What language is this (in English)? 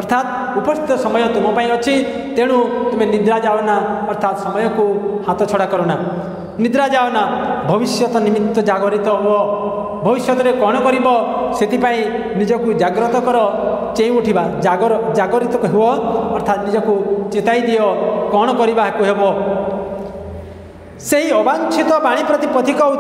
Odia